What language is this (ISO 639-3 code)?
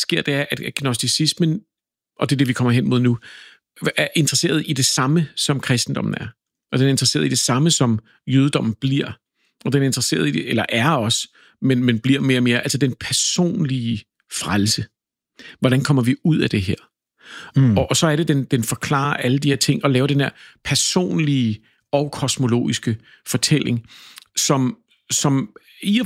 dan